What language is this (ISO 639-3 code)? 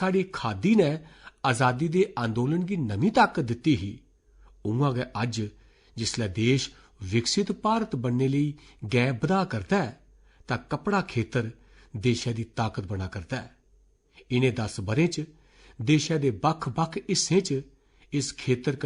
doi